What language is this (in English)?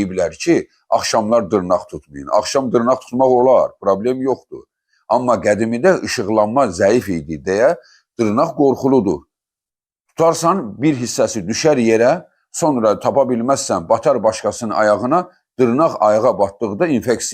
Azerbaijani